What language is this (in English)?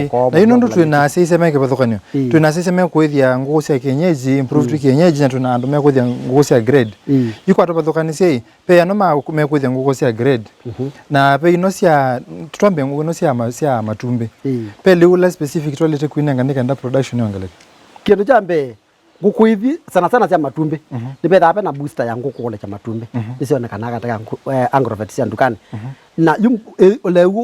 Kamba